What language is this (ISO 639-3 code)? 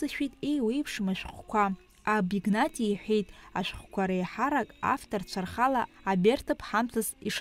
abk